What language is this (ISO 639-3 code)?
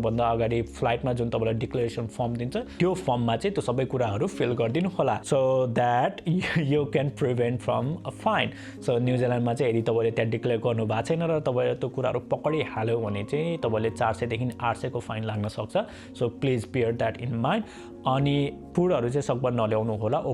nep